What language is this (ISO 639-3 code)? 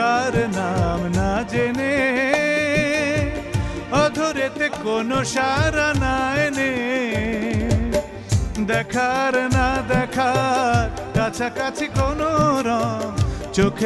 ben